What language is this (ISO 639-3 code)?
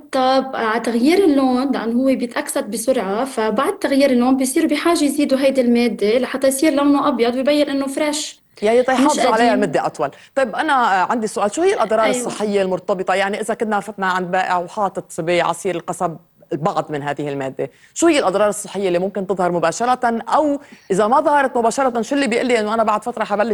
apc